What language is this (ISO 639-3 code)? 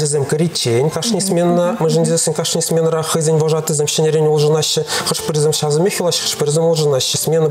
chv